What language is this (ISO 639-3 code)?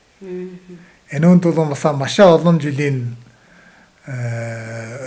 mon